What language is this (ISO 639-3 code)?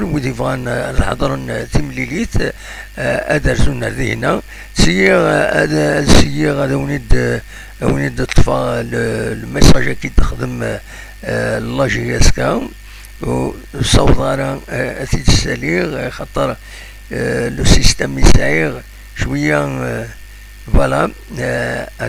kab